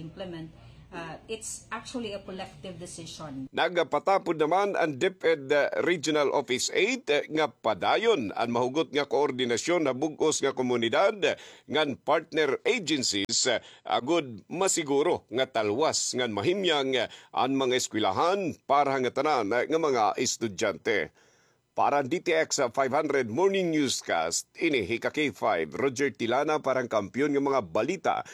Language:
Waray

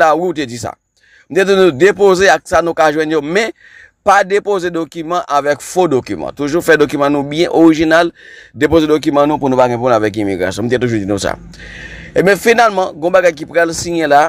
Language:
Haitian Creole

